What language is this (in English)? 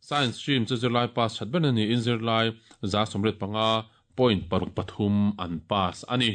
Mizo